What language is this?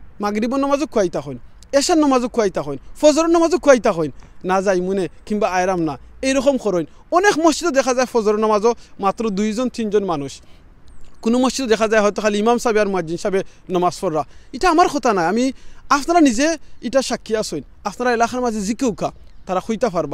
Sylheti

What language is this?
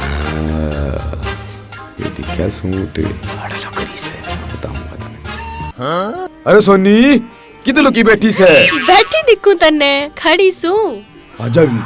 Haryanvi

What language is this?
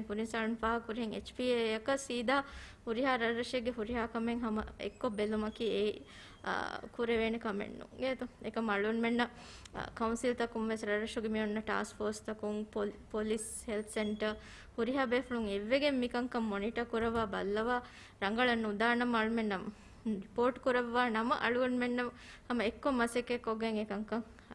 Divehi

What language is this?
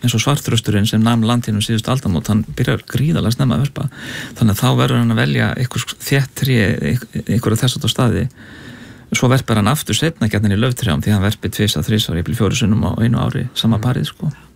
Icelandic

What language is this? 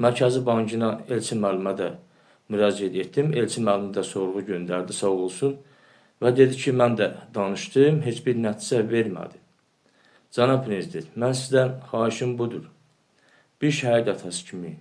Azerbaijani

